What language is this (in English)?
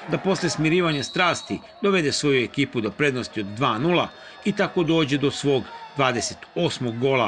Serbian